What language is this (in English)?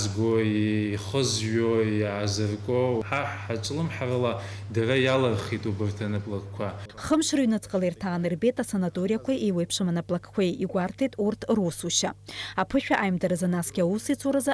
Abkhazian